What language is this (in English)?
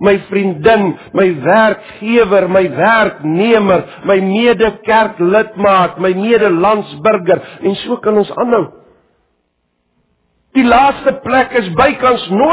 Afrikaans